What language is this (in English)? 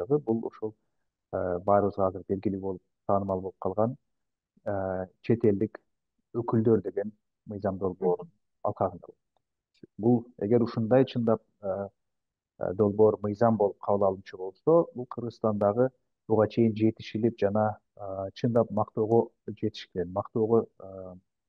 Kyrgyz